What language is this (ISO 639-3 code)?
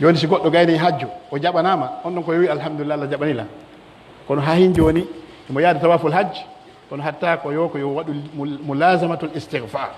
fuf